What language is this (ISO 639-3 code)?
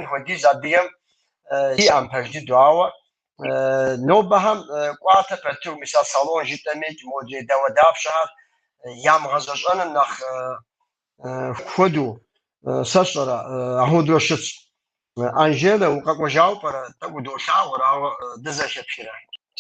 kbd